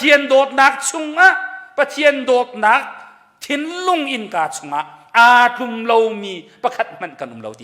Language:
Hakha Chin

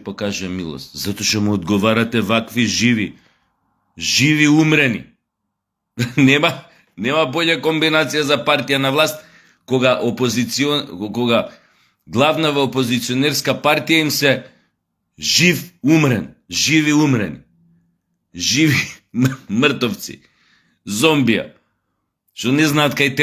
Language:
Macedonian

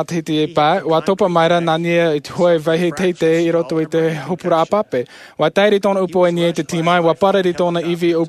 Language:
Tahitian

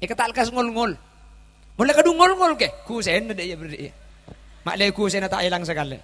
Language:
Madurese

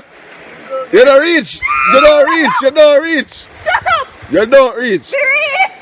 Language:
Jamaican Creole English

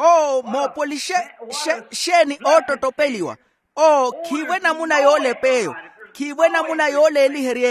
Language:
Makhuwa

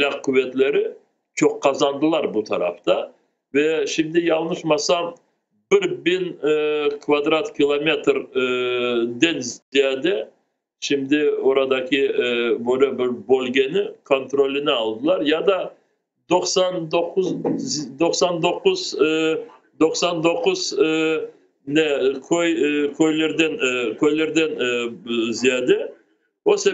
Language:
Crimean Tatar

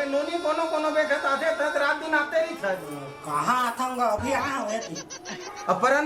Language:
Chhattisgarhi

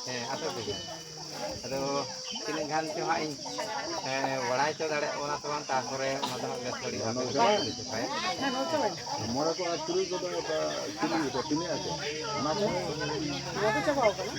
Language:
Santali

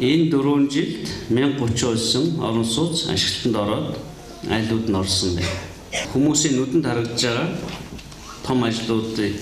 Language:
Mongolian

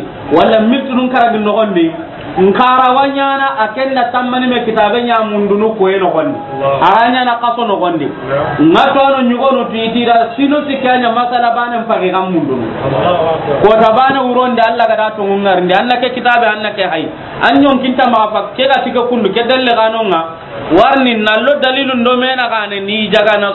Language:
Soninke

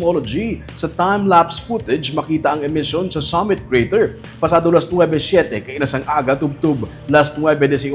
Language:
Hiligaynon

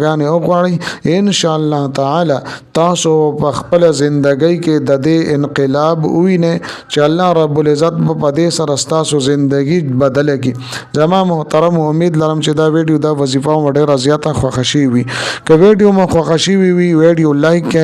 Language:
Pashto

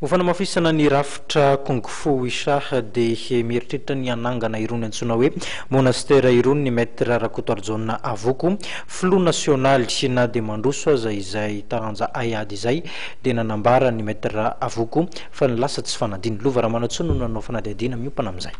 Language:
Malagasy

